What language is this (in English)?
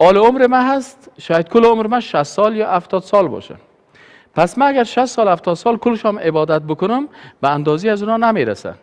Persian